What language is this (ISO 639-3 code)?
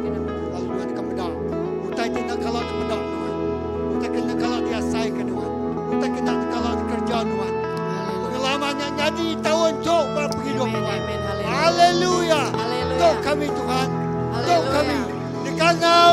iba